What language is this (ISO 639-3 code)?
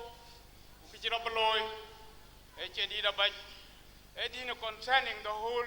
din